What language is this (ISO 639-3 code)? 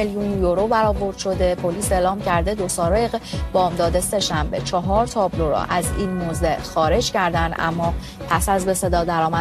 fas